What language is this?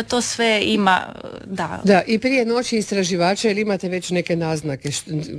Croatian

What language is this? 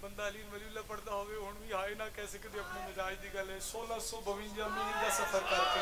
Pahari-Potwari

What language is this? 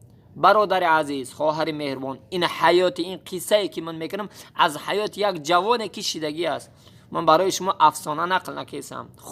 Tajik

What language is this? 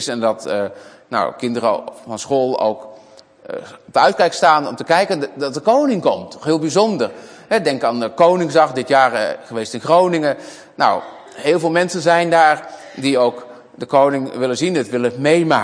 Dutch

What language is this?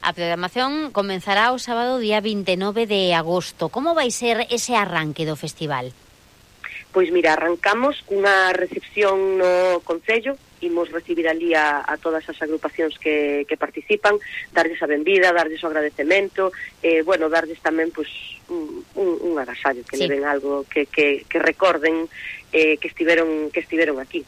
Galician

